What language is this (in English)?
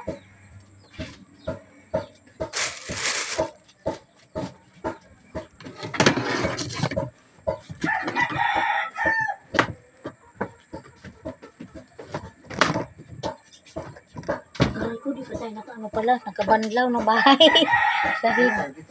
Filipino